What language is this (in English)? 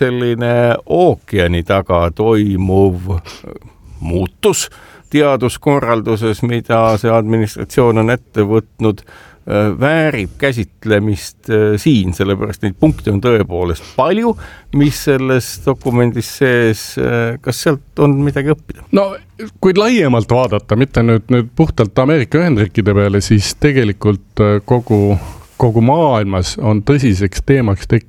Estonian